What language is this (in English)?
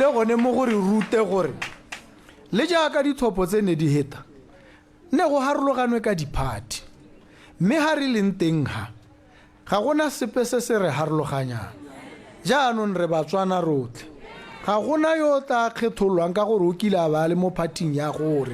Tswana